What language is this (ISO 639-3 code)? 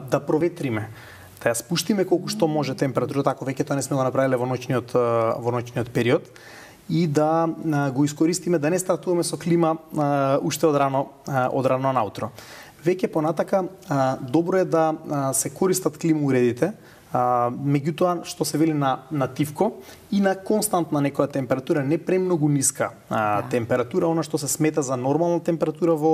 mkd